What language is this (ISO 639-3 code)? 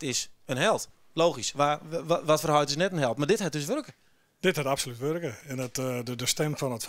fry